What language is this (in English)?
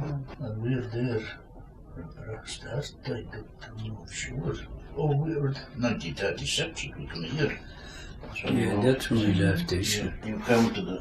Scots